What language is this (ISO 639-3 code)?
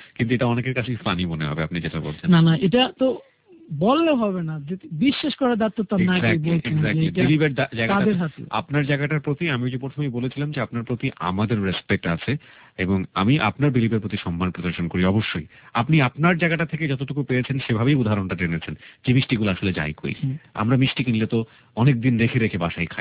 ben